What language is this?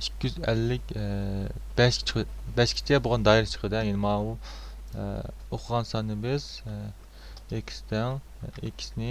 Uyghur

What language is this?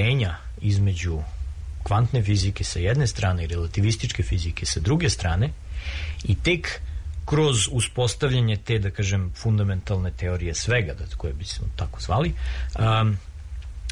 Serbian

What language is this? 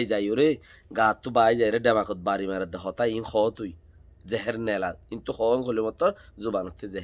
Rohingya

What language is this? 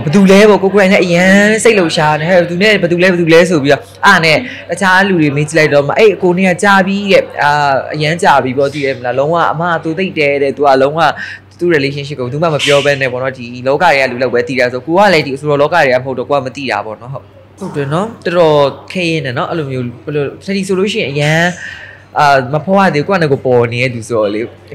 Burmese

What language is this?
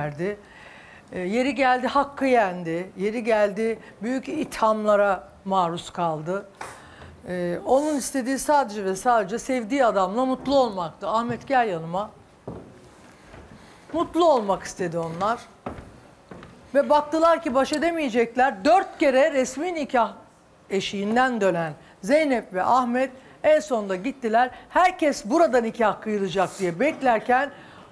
Turkish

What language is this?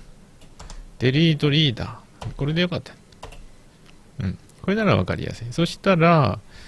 Japanese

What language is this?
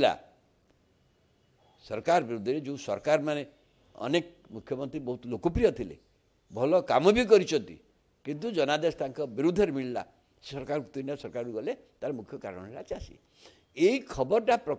Odia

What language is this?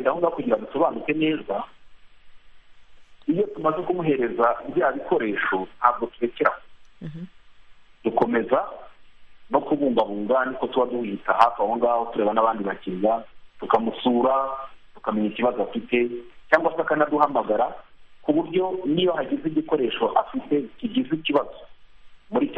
Kinyarwanda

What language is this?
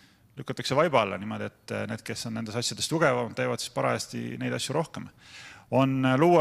Estonian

